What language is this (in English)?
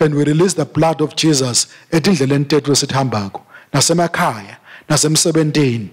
Swati